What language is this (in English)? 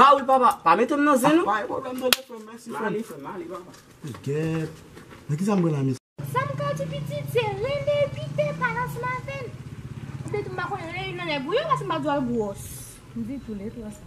Haitian Creole